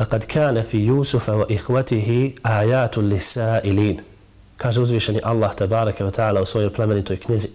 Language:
Bosnian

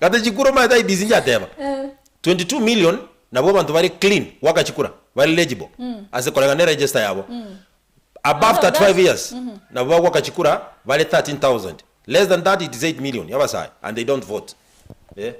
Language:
Gusii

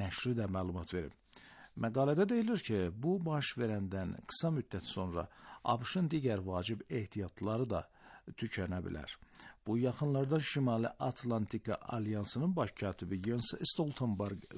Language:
Azerbaijani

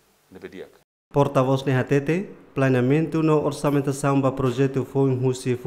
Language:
Tetum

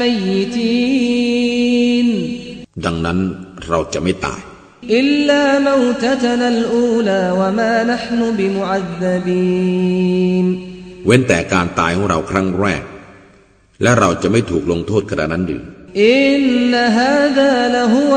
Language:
Thai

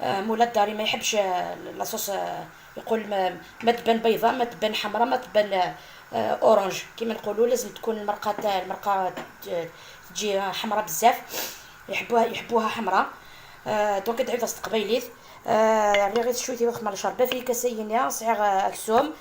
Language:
Algerian Arabic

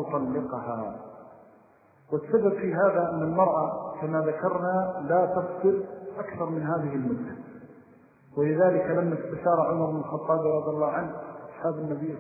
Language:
Arabic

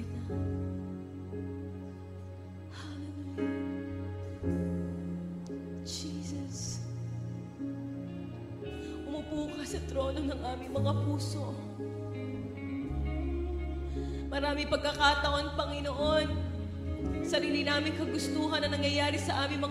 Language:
Filipino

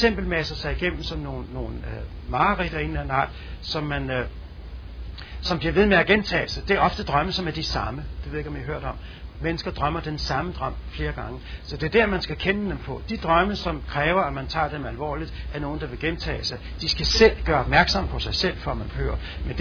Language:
Danish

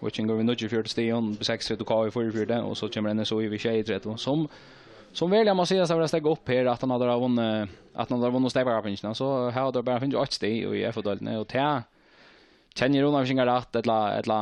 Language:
Faroese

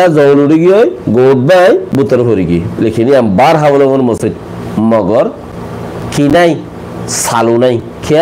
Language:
Rohingya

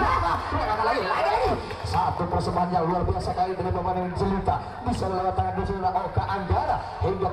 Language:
Indonesian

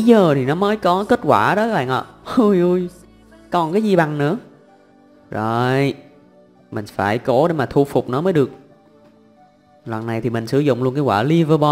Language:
Vietnamese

